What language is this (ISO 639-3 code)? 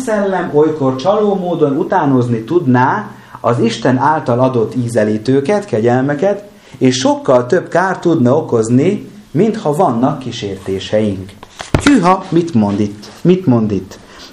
hun